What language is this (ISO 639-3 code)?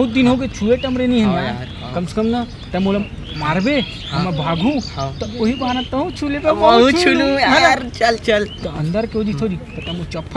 hne